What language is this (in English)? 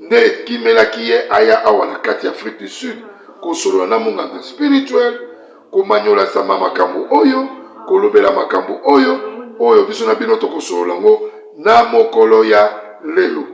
Lingala